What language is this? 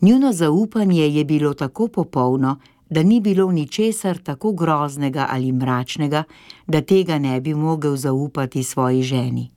Slovenian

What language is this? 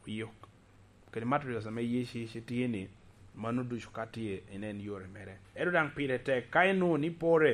Lango (Uganda)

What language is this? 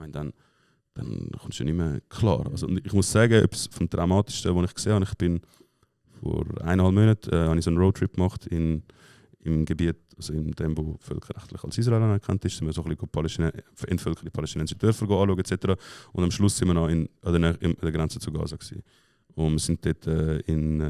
Swiss German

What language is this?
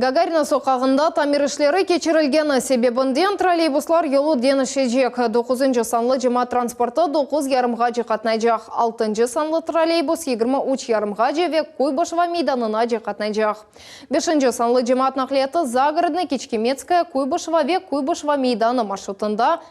Crimean Tatar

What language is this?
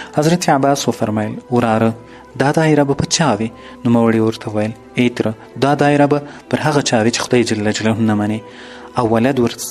Pashto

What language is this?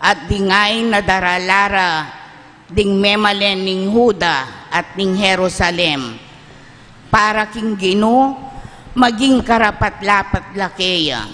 Pampanga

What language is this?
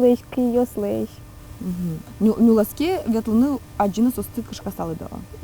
Udmurt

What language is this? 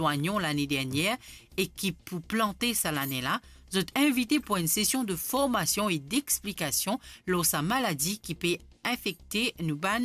Morisyen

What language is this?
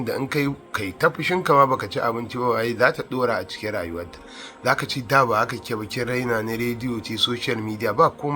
Hausa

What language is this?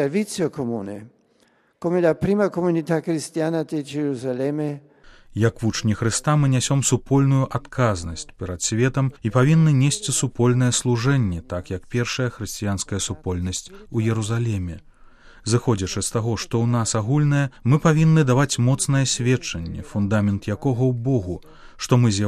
Belarusian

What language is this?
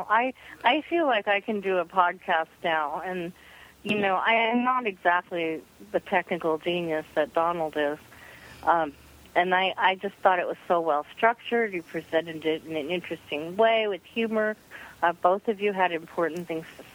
English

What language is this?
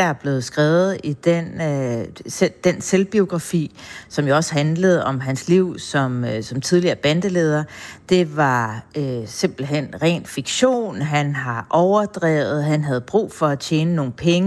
Danish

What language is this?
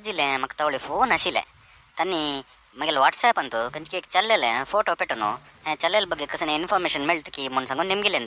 Konkani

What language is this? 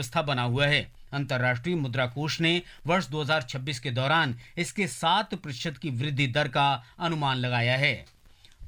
Hindi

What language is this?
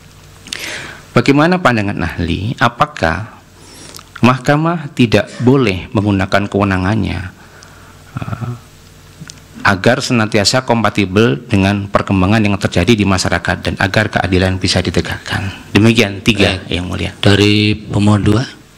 Indonesian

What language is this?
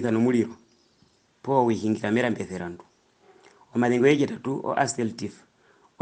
Herero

